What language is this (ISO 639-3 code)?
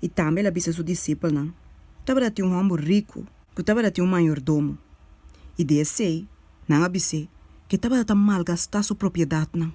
pap